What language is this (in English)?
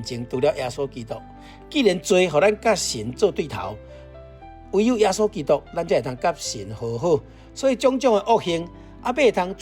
Min Nan Chinese